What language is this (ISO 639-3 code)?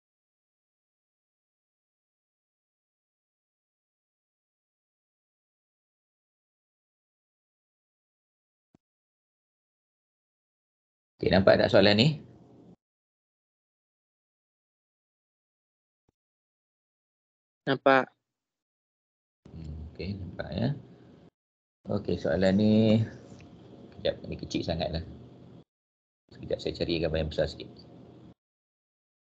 msa